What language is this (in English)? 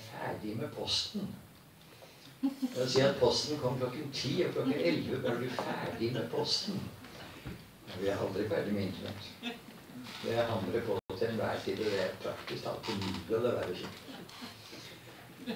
Norwegian